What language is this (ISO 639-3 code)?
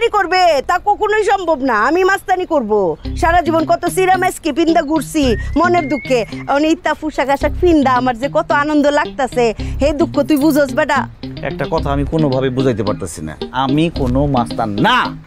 ben